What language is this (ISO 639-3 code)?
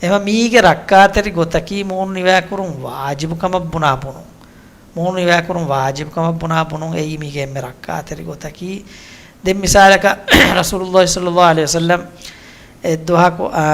div